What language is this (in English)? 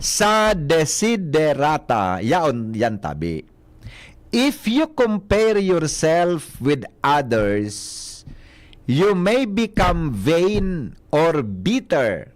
Bikol